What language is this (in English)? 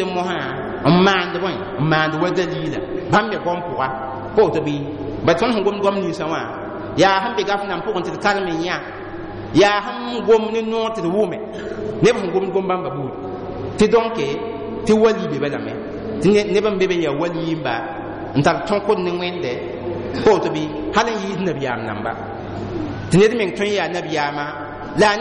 Mossi